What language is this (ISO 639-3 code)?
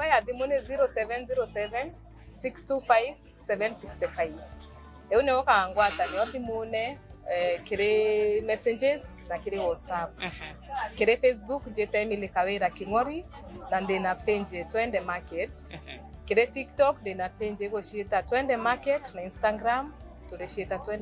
mer